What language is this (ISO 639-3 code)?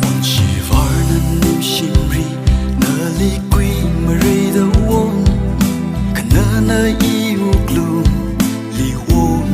nmf